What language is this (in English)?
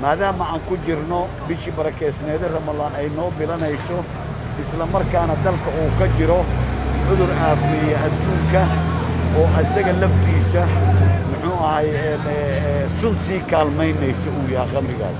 Somali